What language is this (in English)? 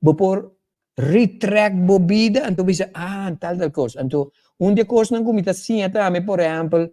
Papiamento